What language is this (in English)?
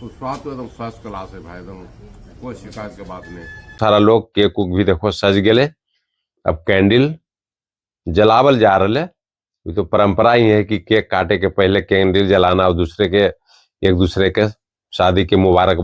Magahi